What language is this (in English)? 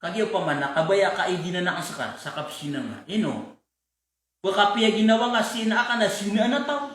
Maranao